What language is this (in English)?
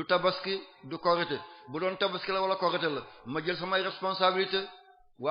Wolof